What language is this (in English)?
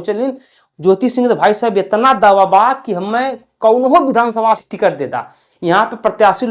Bhojpuri